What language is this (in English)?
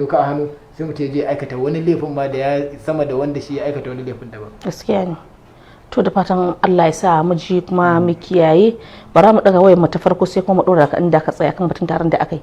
Hausa